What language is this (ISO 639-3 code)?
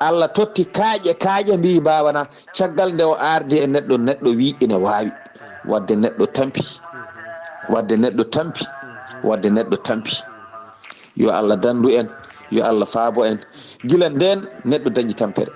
ful